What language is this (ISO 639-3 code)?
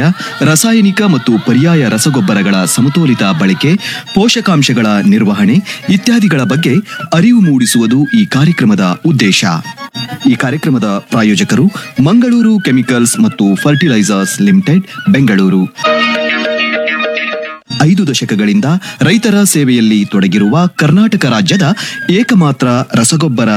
kan